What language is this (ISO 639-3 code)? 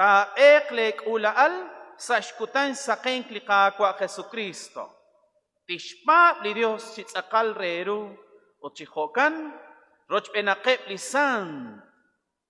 kek